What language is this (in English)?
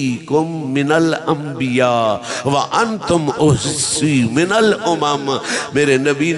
Saraiki